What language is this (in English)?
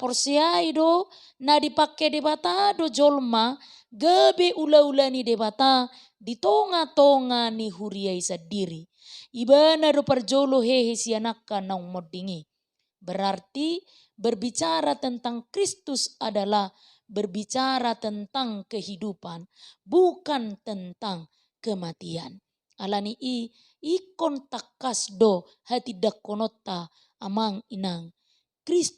Batak Toba